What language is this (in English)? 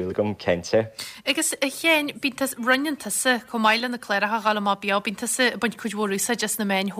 Irish